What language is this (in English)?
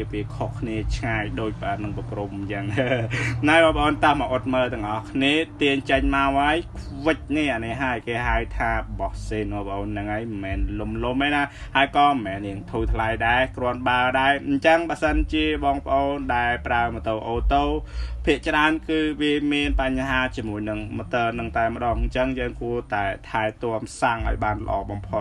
Khmer